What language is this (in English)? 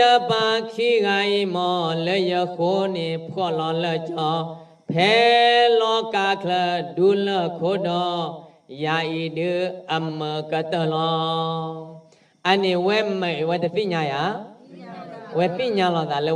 S'gaw Karen